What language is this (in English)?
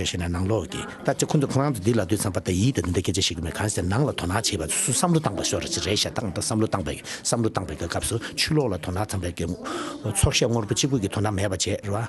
Tibetan